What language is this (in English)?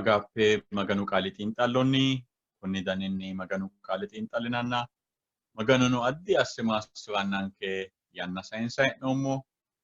Sidamo